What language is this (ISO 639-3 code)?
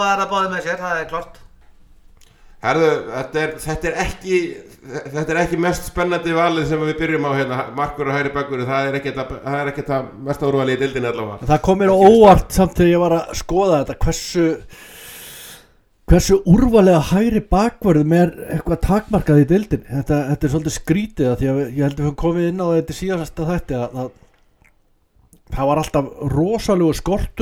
isl